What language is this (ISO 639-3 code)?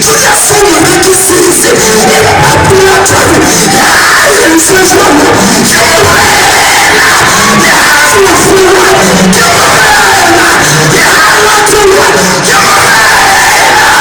sot